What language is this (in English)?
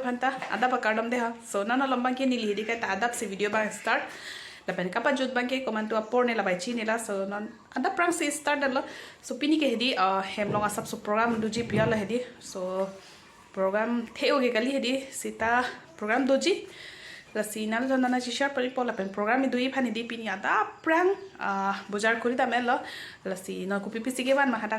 Karbi